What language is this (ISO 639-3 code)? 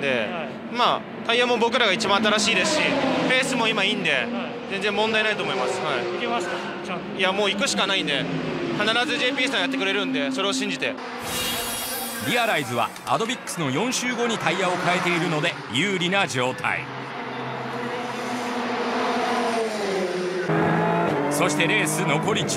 jpn